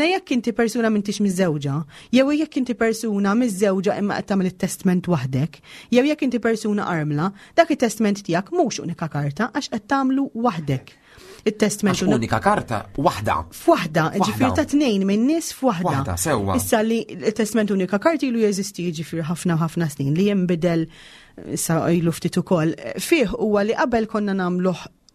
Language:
Maltese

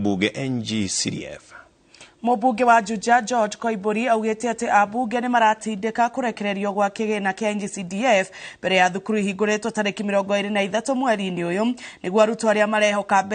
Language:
Kikuyu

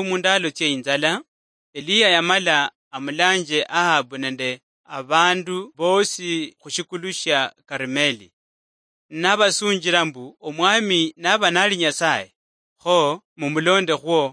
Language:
Luyia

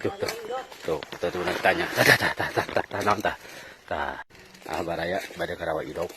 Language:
Sundanese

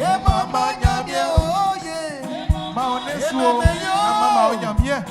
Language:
Baoulé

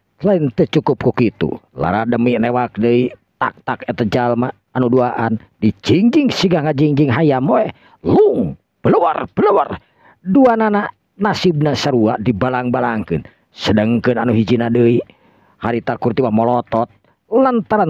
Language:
Sundanese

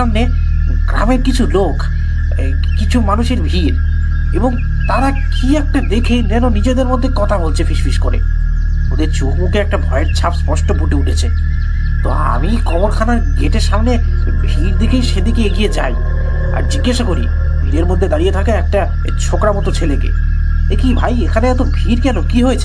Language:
Bangla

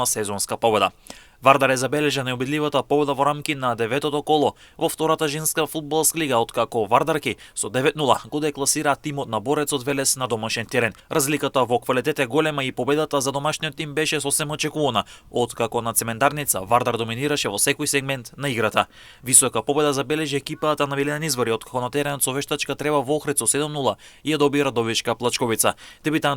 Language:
Macedonian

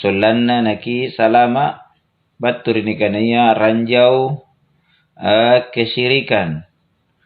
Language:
Makasar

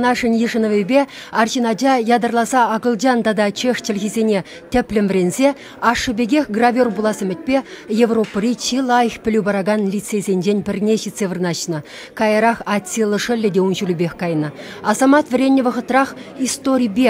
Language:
Chuvash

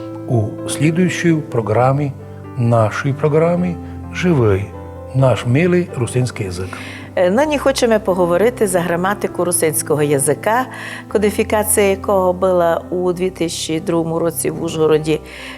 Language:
Rusyn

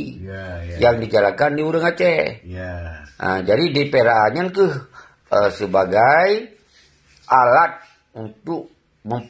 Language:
Achinese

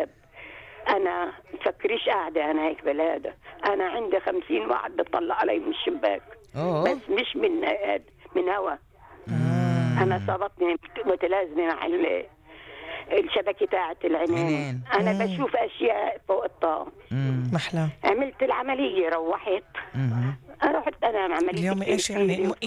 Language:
North Levantine Arabic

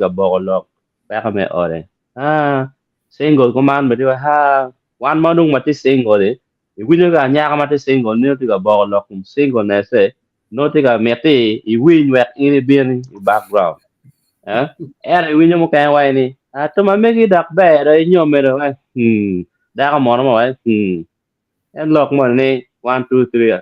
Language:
Acoli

